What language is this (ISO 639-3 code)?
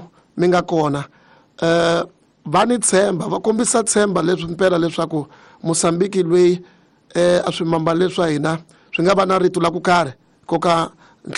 tso